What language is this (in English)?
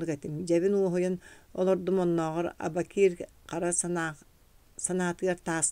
Yakut